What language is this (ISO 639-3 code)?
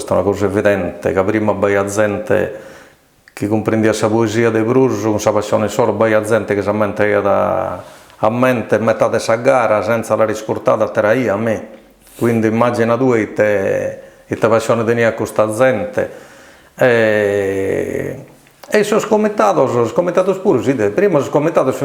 srd